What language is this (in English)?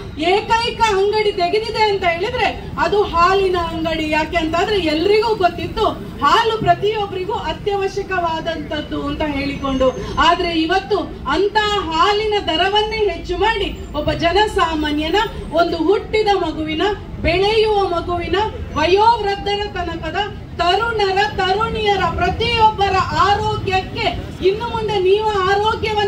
Kannada